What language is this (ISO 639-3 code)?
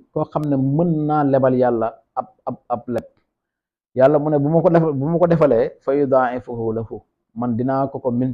wol